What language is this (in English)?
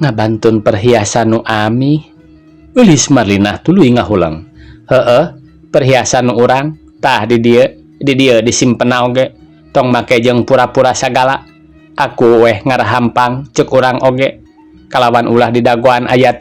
Sundanese